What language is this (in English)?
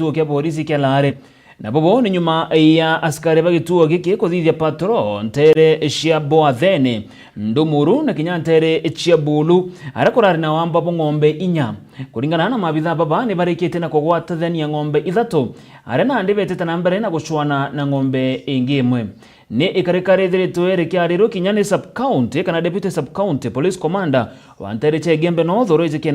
Meru